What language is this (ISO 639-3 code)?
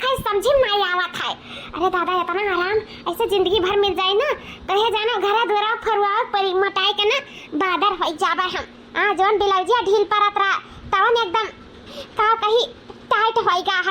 awa